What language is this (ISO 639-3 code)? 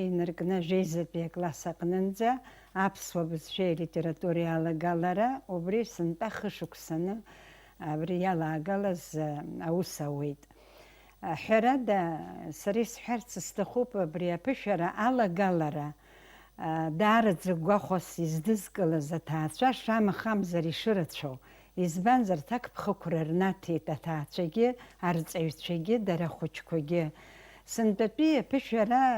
abk